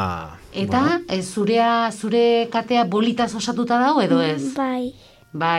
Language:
Basque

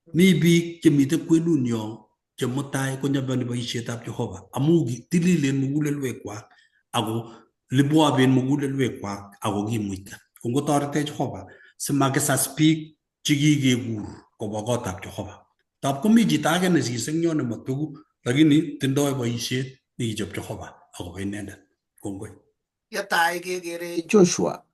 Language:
Kalenjin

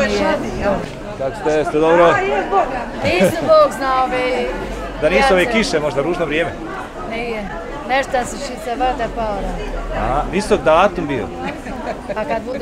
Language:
Bosnian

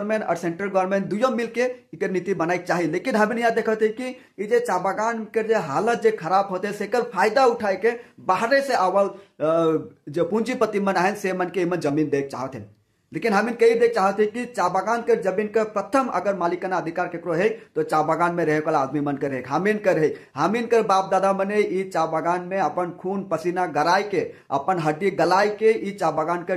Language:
Sadri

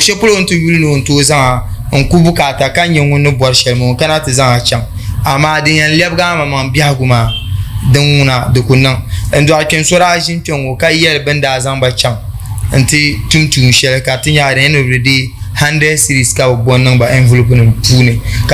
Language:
Dagbani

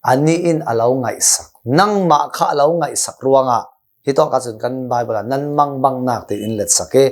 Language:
Hakha Chin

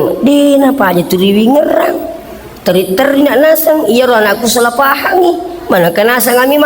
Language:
Buginese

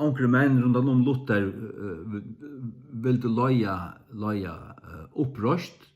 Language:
Faroese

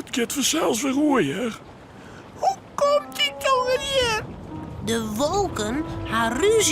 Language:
Western Frisian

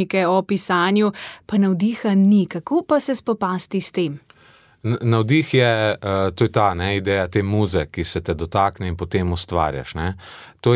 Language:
Slovenian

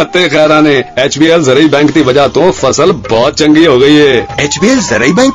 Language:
Urdu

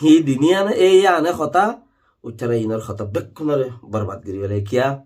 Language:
Rohingya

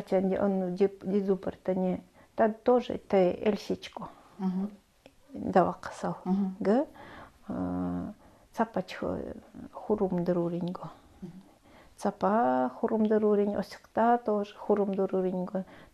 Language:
Nanai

